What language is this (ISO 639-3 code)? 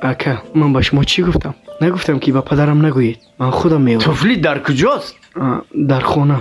tgk